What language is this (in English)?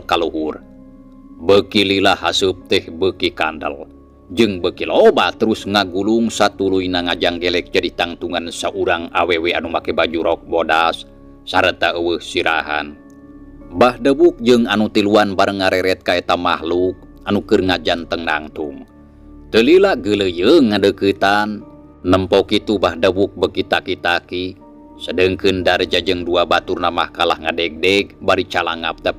Sundanese